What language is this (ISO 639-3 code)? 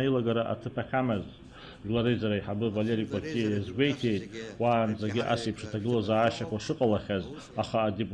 abk